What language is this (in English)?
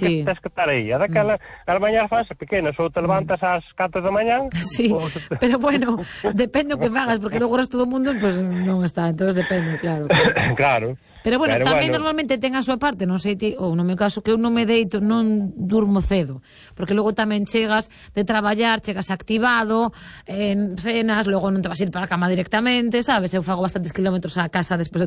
Galician